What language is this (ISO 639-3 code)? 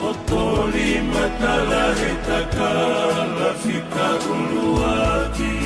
ton